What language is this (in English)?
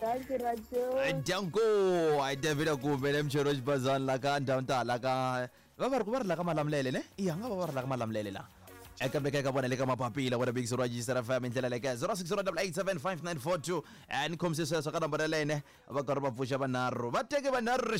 Tsonga